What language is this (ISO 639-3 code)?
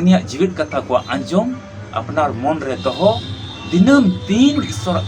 sat